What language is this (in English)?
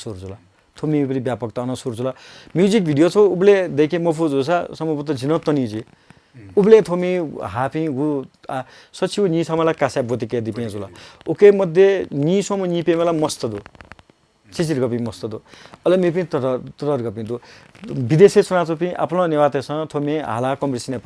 Newari